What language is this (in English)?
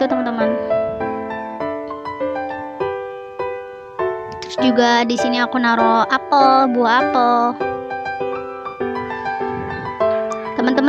Indonesian